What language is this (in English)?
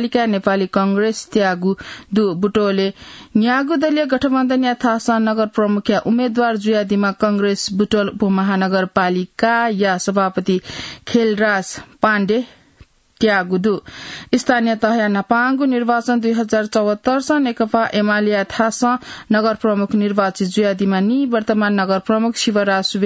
Newari